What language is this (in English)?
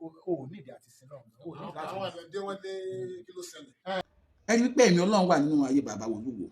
Yoruba